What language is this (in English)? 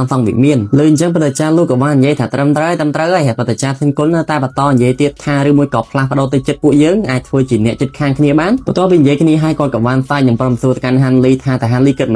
Khmer